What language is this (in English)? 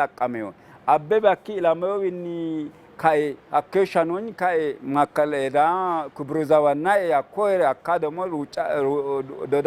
Sidamo